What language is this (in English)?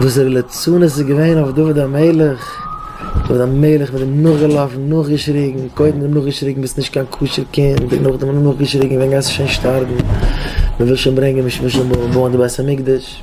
Yiddish